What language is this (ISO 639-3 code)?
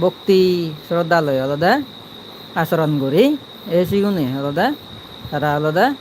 ccp